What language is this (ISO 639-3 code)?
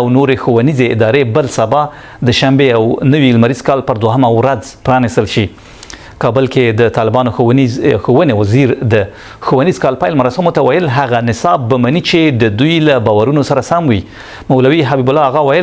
pus